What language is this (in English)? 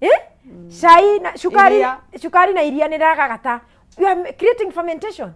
Kikuyu